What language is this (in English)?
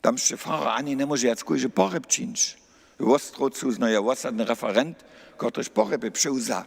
Upper Sorbian